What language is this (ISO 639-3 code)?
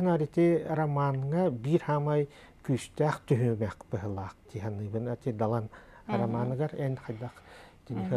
sah